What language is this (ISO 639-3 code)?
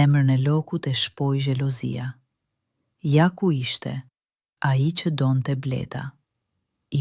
sqi